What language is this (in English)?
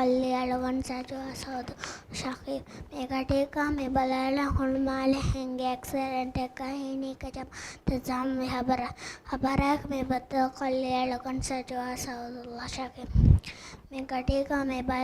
Divehi